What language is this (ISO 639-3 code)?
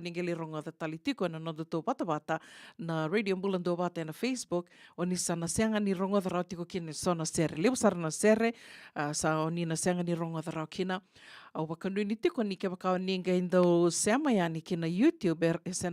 fij